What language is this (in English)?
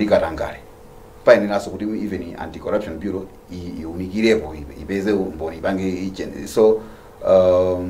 Nyanja